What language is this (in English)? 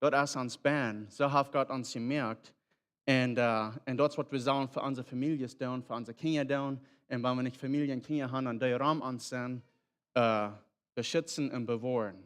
Plautdietsch